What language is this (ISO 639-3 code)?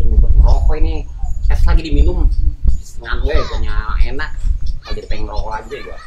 bew